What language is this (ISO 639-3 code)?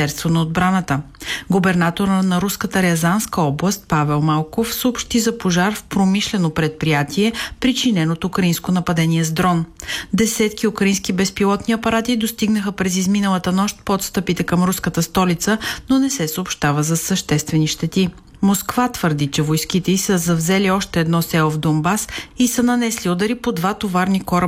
bul